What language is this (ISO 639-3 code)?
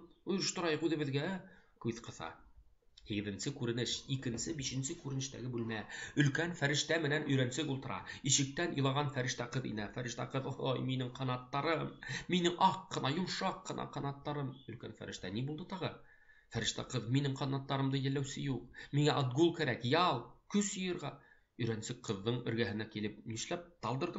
bak